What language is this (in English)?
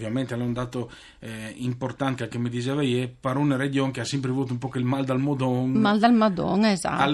Friulian